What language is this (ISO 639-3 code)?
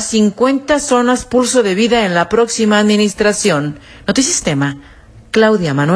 spa